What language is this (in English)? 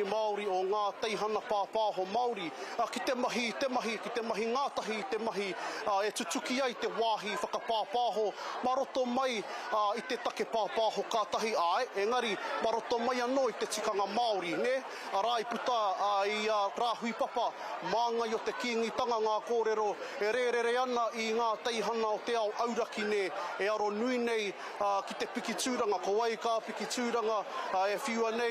Māori